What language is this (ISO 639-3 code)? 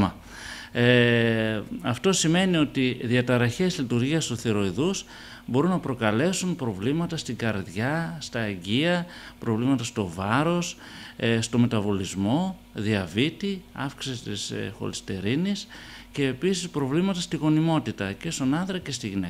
ell